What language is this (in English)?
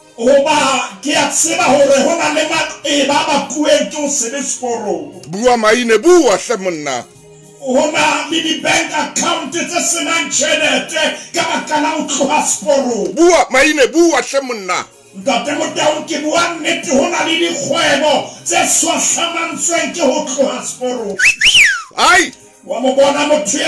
Southern Sotho